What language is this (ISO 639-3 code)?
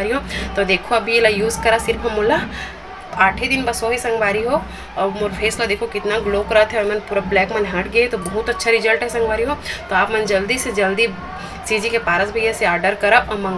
hne